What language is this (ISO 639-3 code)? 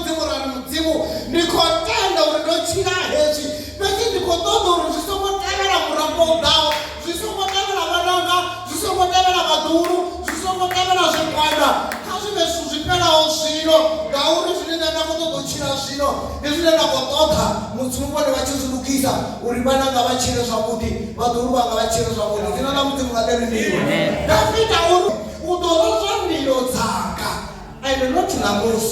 ven